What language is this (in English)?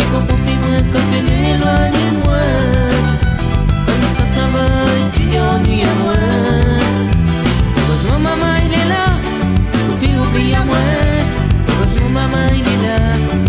Réunion Creole French